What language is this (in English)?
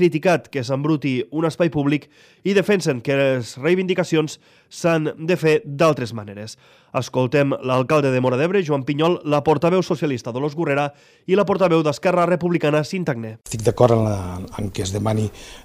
Catalan